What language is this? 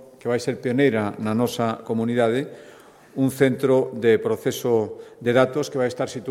Galician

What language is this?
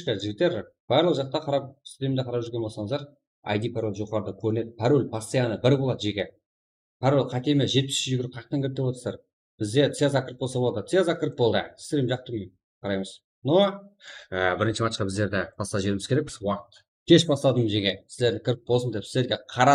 Kara-Kalpak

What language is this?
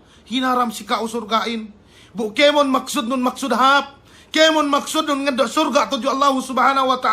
Yakan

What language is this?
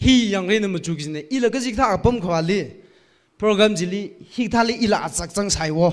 Tangkhul Naga (India)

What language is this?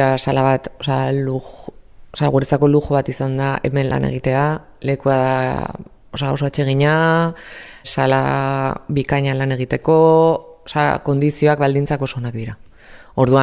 Basque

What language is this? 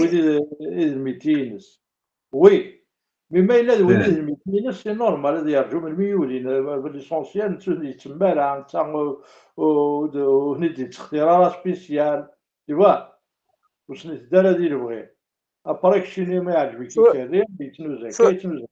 Kabyle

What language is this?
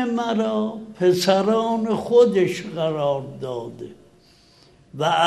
Persian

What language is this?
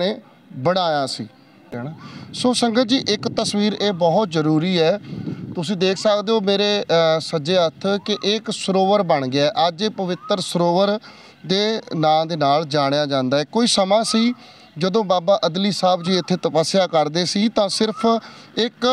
Punjabi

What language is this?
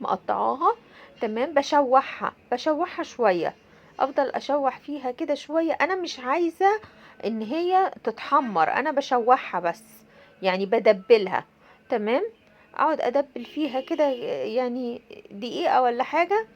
Egyptian Arabic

